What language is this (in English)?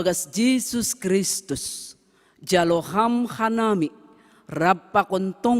Batak Simalungun